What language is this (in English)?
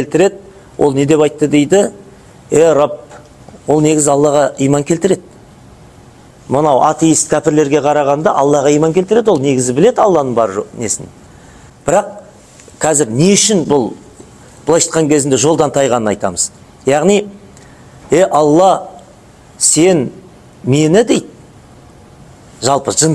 Kazakh